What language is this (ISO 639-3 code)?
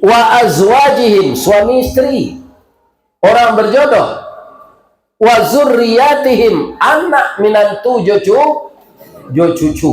min